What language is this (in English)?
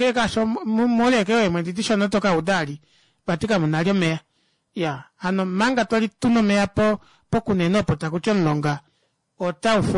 Kuanyama